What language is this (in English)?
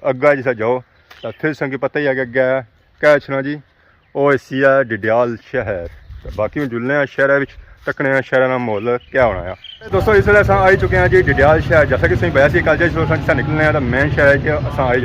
Pahari-Potwari